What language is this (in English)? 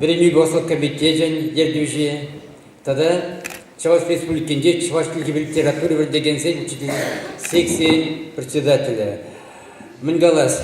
Chuvash